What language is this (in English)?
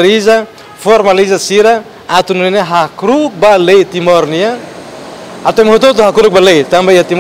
Tetum